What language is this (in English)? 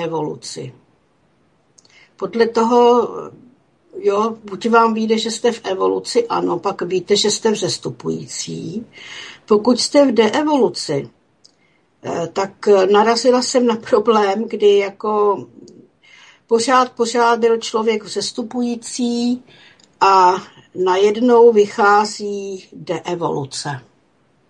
Czech